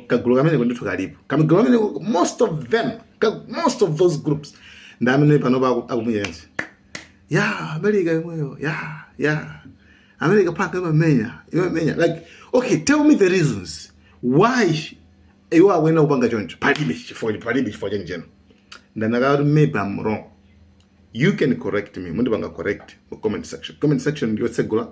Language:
Nyanja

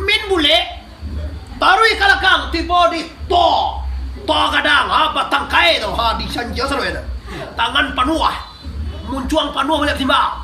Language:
Minangkabau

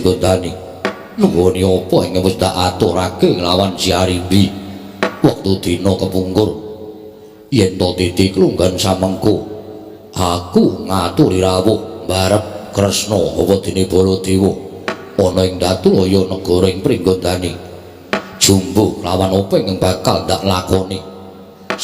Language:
Javanese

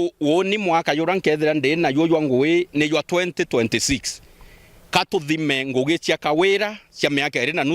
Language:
Meru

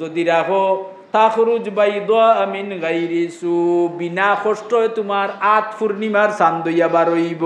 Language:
Sylheti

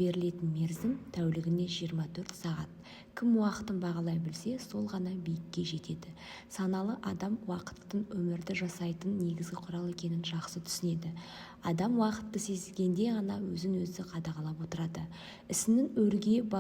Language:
Kazakh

